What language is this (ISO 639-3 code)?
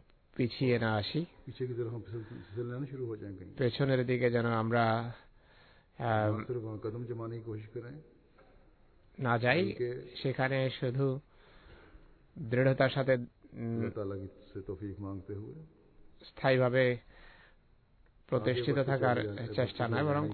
ben